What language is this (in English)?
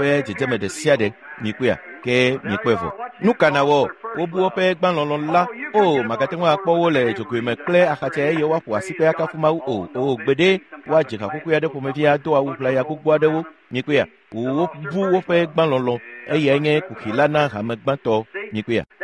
Ewe